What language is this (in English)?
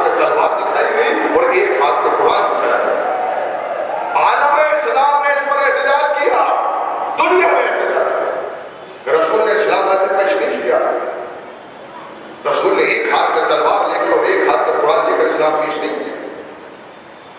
Urdu